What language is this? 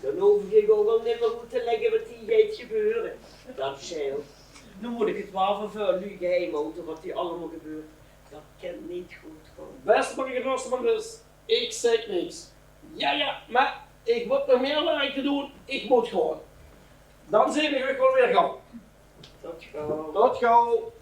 Limburgish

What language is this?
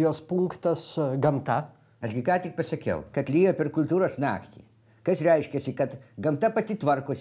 Lithuanian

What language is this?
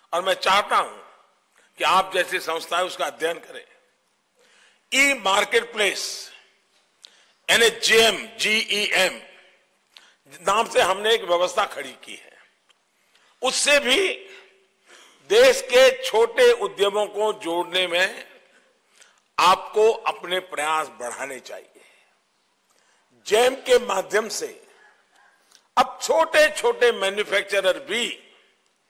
Hindi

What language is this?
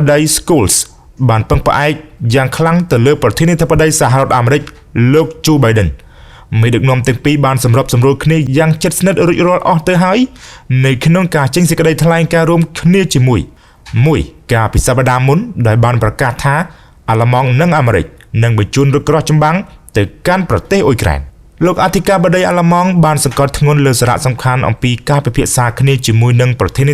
Khmer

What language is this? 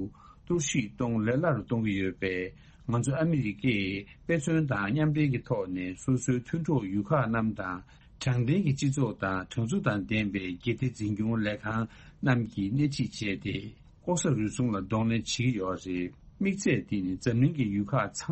Tibetan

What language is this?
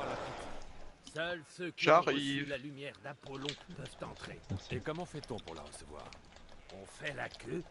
French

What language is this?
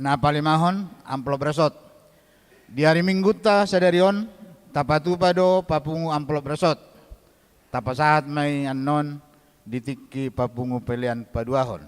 Batak Toba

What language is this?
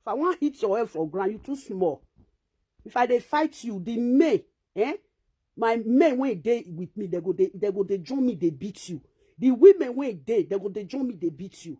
Nigerian Pidgin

